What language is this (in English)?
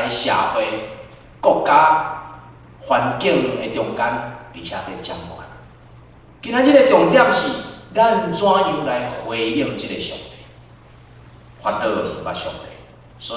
Min Nan Chinese